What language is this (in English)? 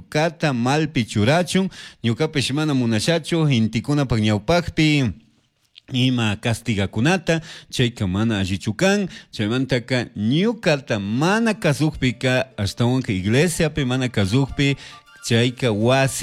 Chimborazo Highland Quichua